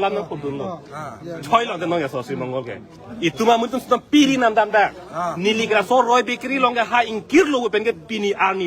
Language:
Karbi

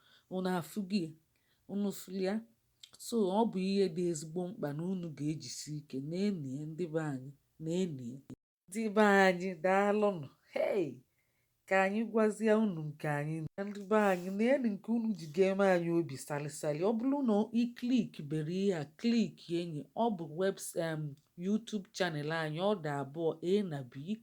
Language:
Igbo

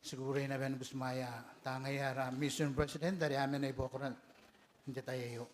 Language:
Gilbertese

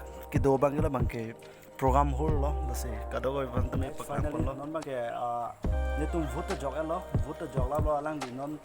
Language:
Karbi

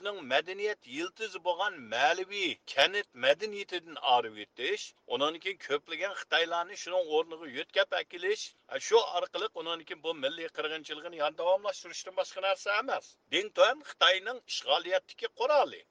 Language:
Uyghur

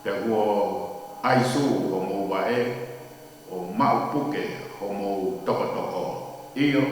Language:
Tongan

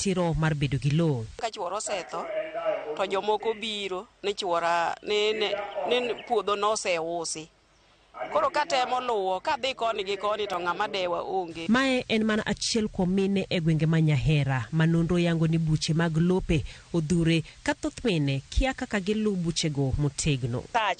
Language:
Luo (Kenya and Tanzania)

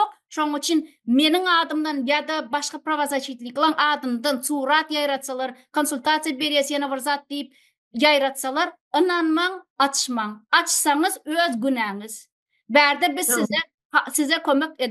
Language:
Turkmen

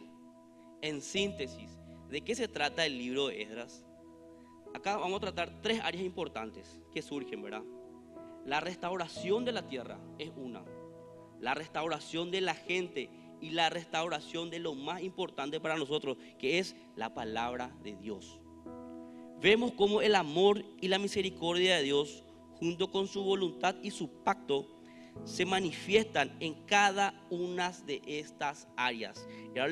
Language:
Spanish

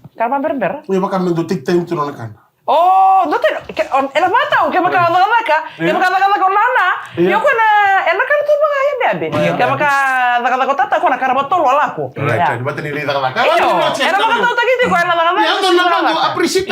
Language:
Fijian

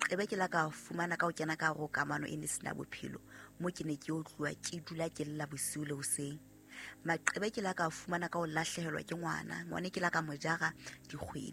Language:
Southern Sotho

